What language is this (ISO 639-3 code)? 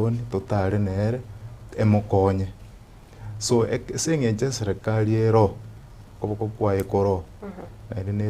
guz